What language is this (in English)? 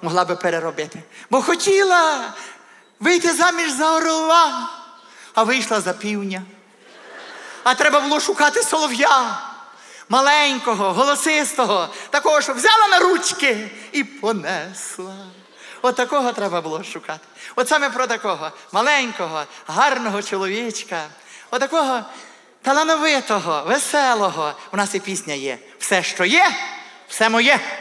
Ukrainian